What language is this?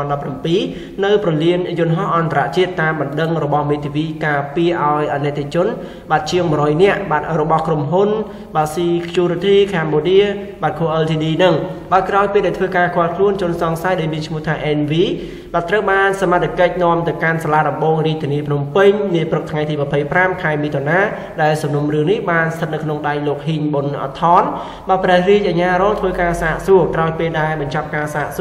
Khmer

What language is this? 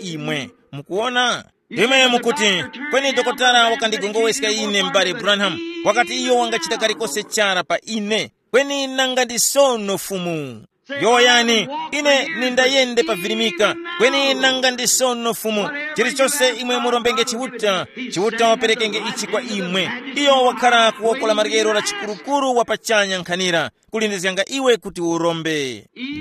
Tumbuka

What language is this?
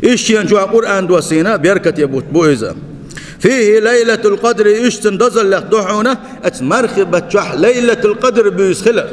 Chechen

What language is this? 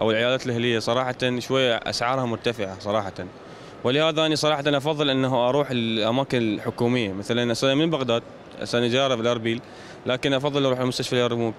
Mesopotamian Arabic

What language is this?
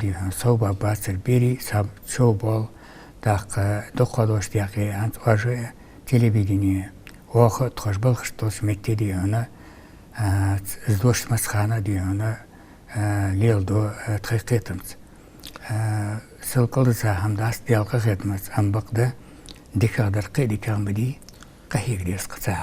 Ingush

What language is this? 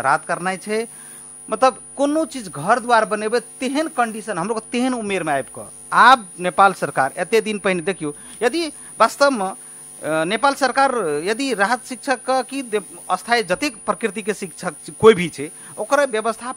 Maithili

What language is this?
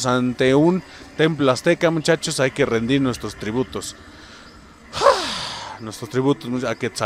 Spanish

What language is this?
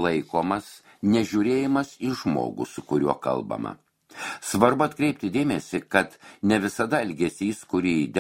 Lithuanian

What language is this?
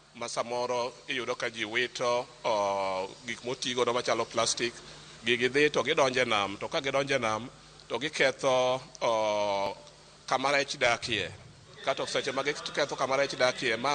Luo (Kenya and Tanzania)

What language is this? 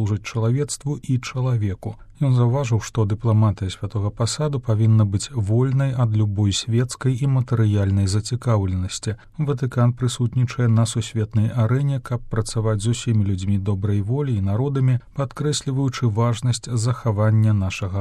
Belarusian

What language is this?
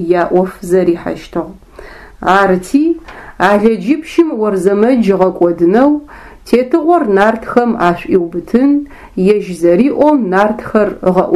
Adyghe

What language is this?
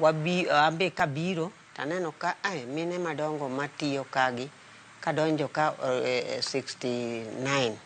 Luo (Kenya and Tanzania)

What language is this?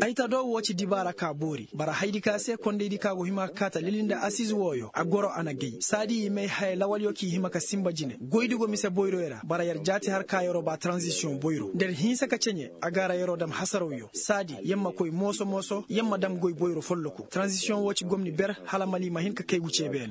Koyraboro Senni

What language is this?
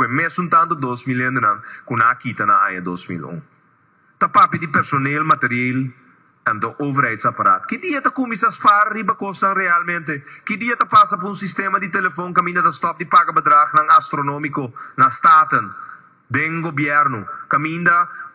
Papiamento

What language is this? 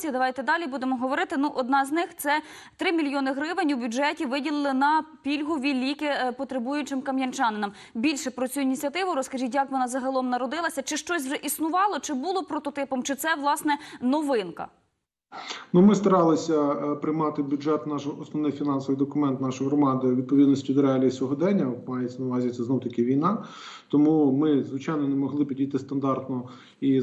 Ukrainian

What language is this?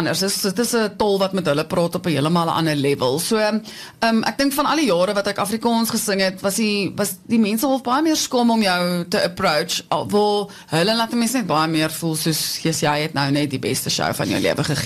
Afrikaans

